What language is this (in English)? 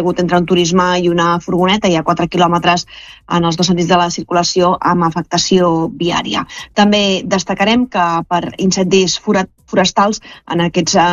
Catalan